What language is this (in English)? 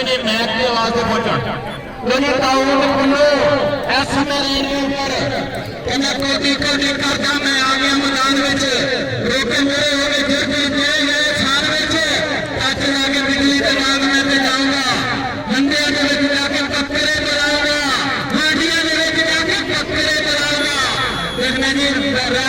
Saraiki